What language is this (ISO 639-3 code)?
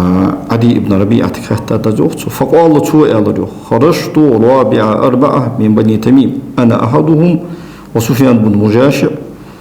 inh